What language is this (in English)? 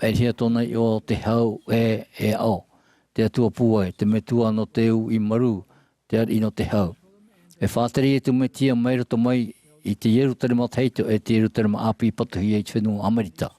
Tahitian